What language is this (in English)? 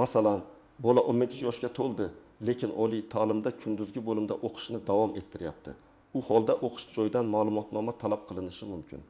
Uzbek